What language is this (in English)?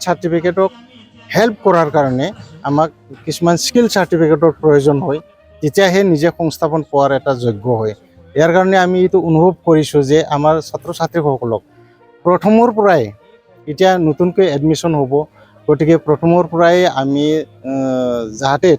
Assamese